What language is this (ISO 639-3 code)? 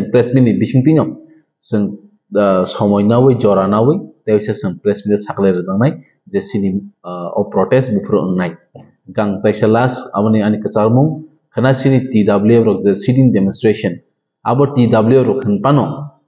trp